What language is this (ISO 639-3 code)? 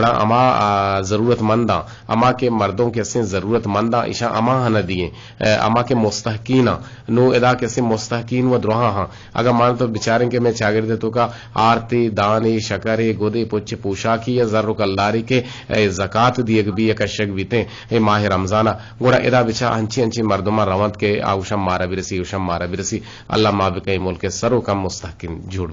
bgp